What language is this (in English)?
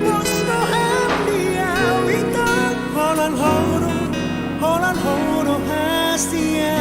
Batak Simalungun